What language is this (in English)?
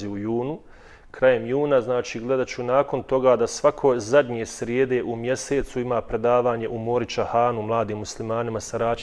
Bosnian